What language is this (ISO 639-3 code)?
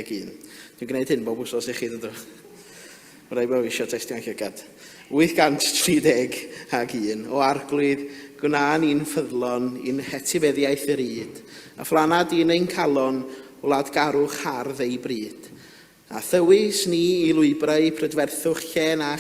cym